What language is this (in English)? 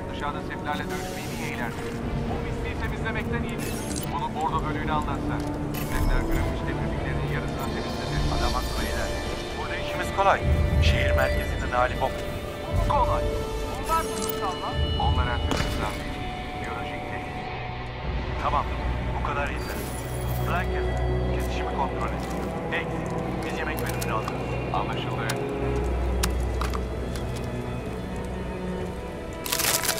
Turkish